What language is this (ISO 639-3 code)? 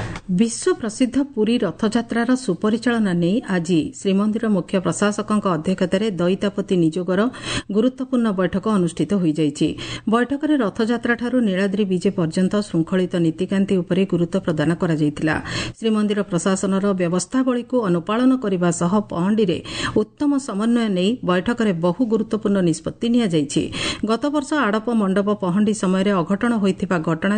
ori